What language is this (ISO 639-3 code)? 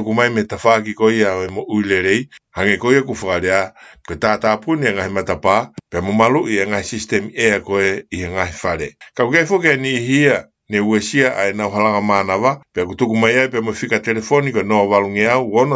ton